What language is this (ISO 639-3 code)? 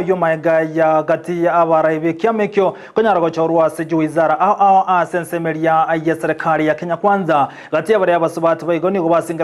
guz